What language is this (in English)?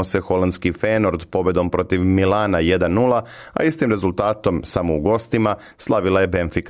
Serbian